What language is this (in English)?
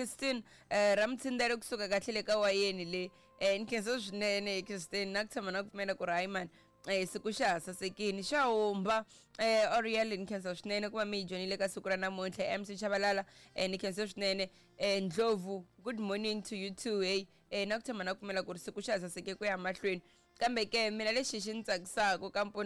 Tsonga